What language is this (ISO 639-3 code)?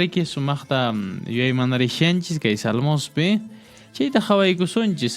que